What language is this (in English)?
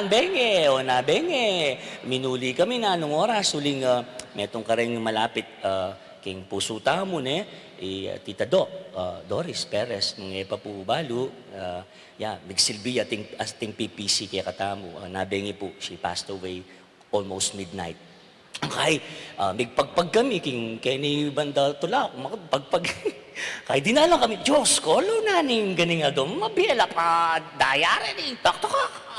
Pampanga